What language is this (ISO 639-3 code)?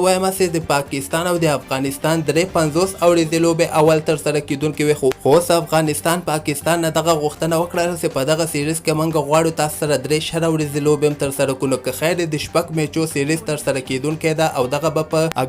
pus